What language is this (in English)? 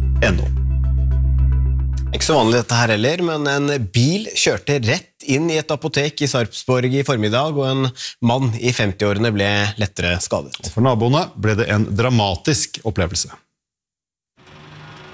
Norwegian